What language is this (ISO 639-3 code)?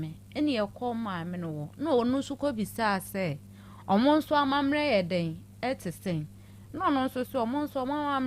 aka